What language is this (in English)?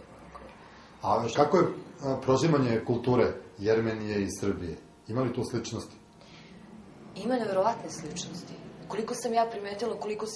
Serbian